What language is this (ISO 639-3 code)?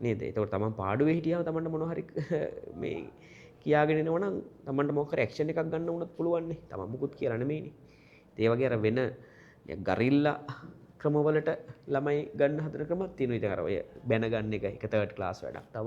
sin